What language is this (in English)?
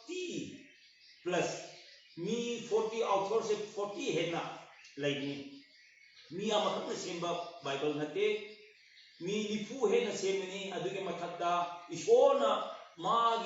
Manipuri